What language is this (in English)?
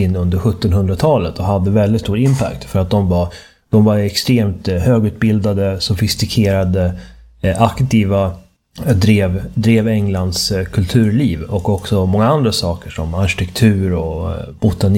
Swedish